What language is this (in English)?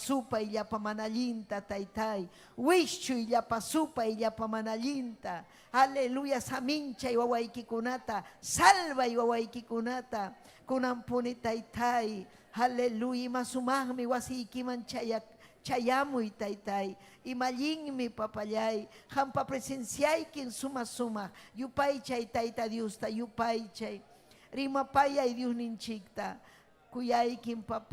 Ayacucho Quechua